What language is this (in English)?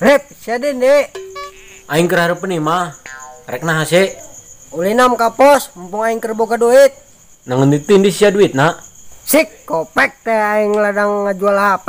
Sundanese